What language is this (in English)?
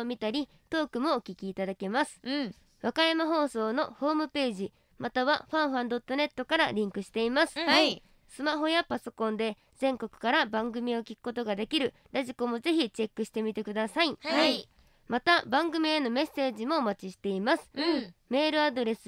Japanese